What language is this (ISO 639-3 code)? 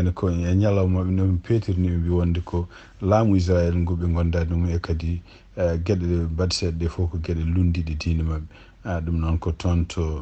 ful